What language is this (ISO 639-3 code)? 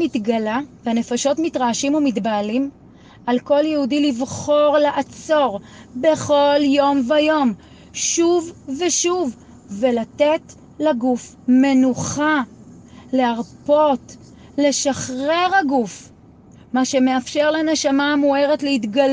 heb